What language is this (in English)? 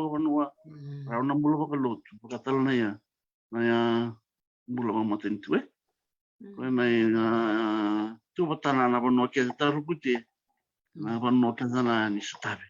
Fijian